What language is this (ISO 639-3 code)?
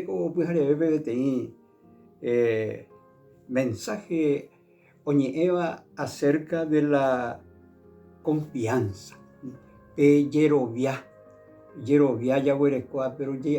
grn